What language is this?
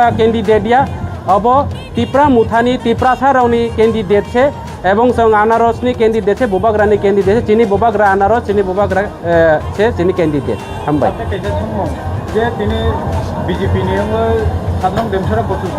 Kok Borok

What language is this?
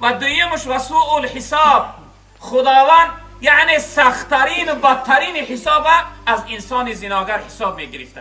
Tajik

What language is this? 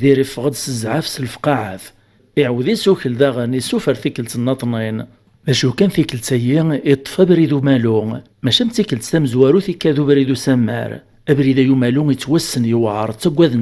Kabyle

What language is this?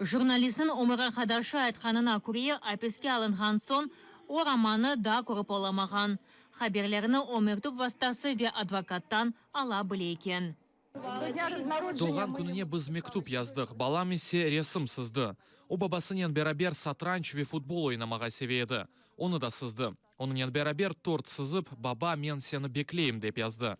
Crimean Tatar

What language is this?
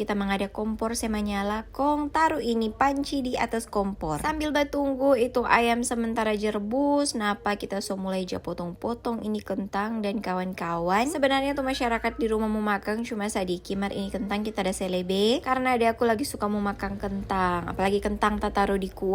Manado Malay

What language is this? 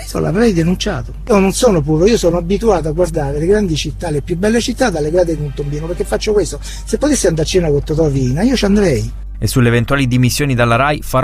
Italian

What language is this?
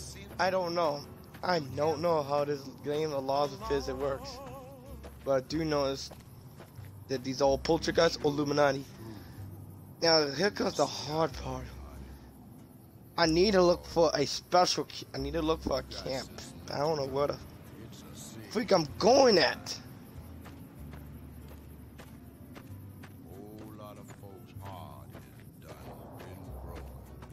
English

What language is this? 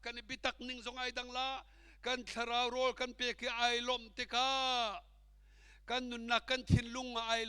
Hakha Chin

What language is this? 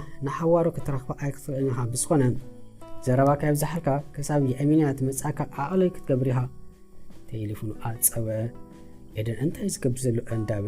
Tigrinya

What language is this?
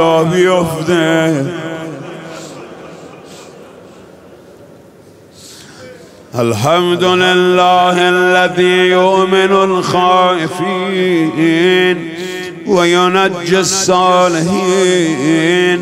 Persian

